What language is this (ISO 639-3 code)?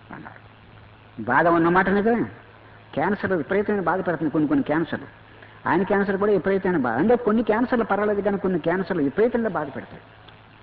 tel